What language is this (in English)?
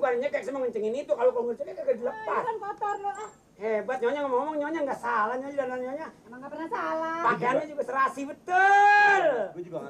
Betawi